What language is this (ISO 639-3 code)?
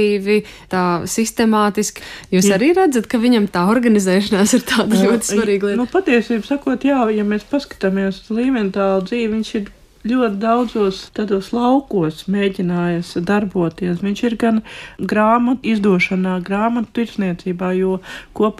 lav